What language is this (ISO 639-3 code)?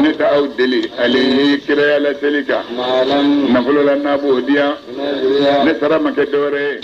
bam